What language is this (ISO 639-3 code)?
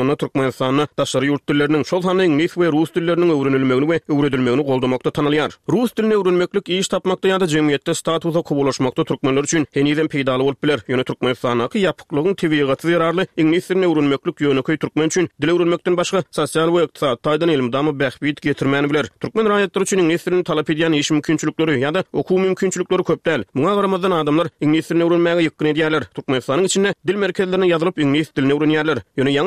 tuk